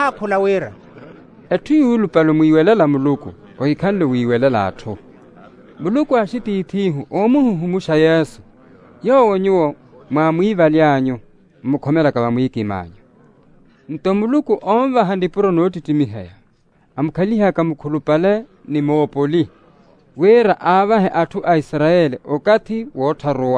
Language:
Makhuwa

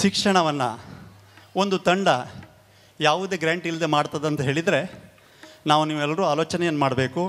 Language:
Kannada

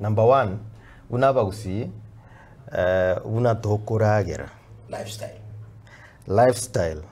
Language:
Gusii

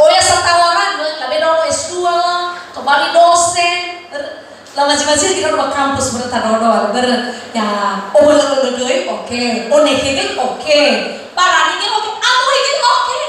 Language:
Nias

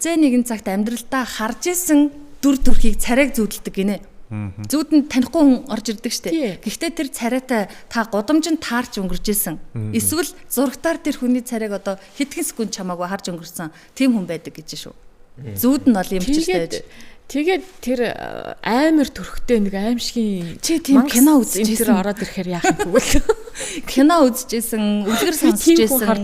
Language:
Mongolian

